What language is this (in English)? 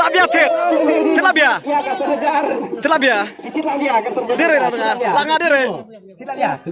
Khasi